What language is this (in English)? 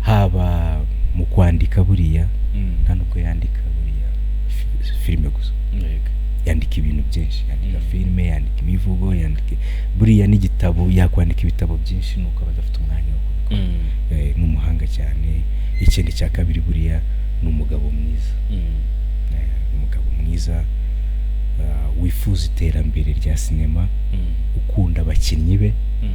Kinyarwanda